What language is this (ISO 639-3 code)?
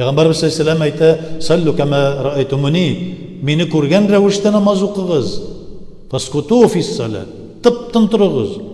tat